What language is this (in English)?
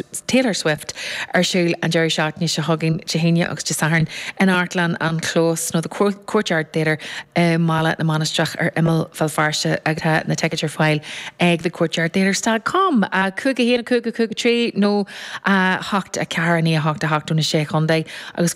Irish